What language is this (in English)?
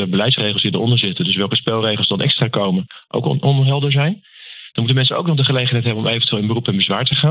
Dutch